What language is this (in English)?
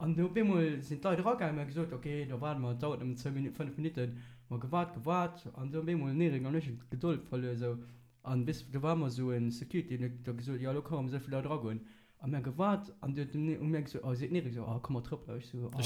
Luxembourgish